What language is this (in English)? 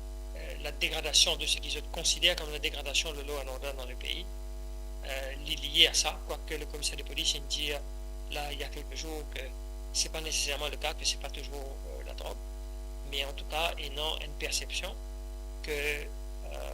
Morisyen